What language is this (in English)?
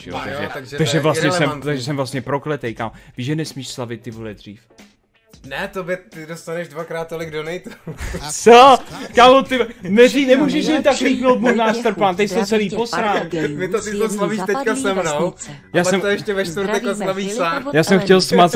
Czech